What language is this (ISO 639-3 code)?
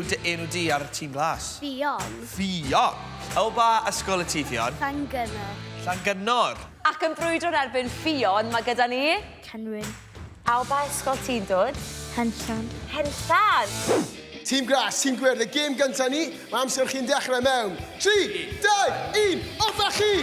cym